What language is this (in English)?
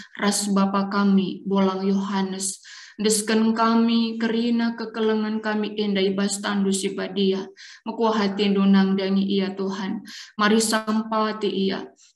Batak Karo